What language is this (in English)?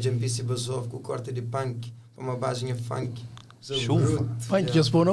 Kabuverdianu